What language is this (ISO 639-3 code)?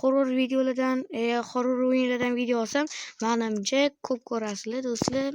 uzb